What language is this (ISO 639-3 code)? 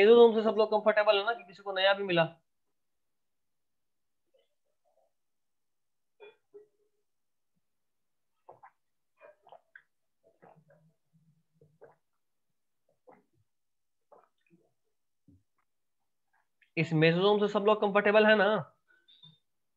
hin